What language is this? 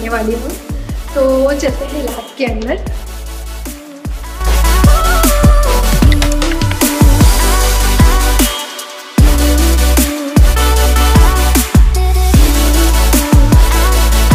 Hindi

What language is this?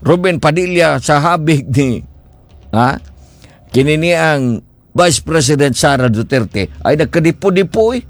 Cebuano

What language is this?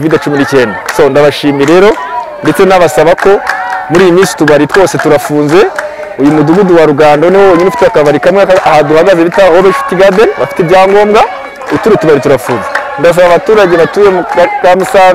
Kinyarwanda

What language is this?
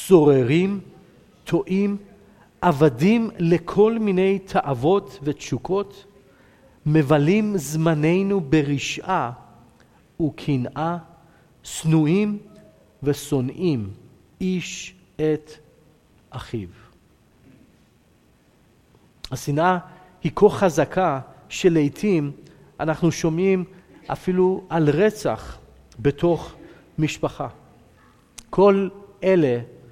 Hebrew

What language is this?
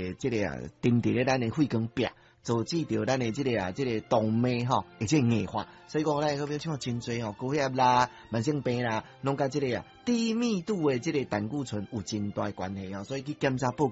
Min Nan Chinese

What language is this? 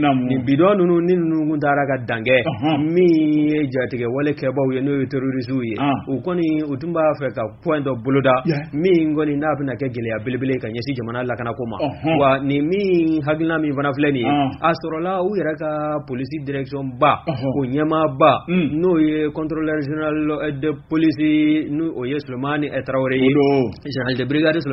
Bambara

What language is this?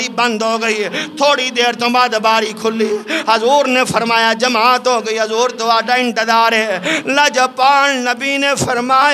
Urdu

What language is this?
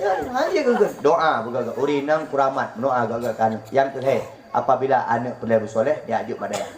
Achinese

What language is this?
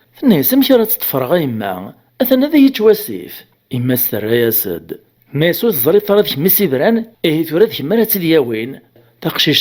Kabyle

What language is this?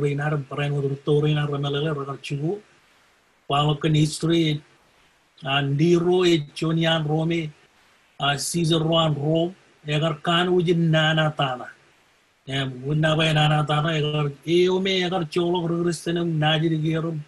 Marshallese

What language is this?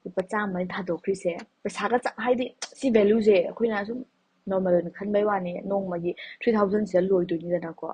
Manipuri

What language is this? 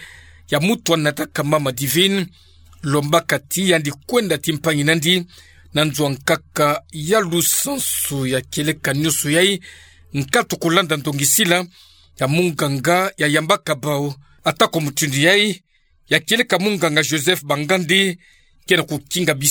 Kituba (Democratic Republic of Congo)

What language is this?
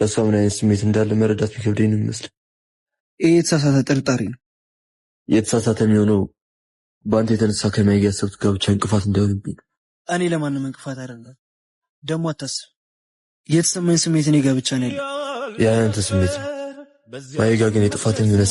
Amharic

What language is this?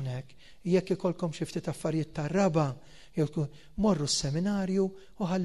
Maltese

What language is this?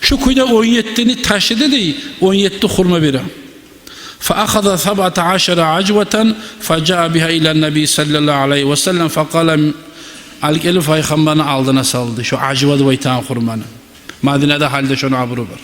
Kumyk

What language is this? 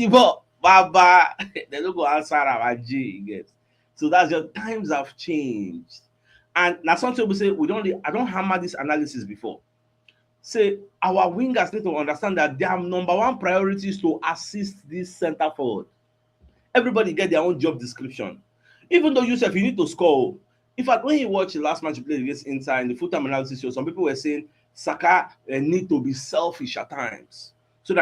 Nigerian Pidgin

